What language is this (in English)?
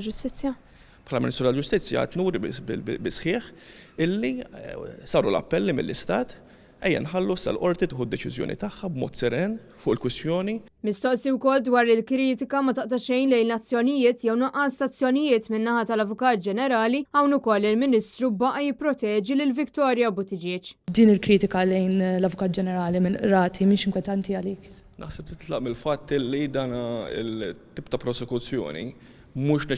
Maltese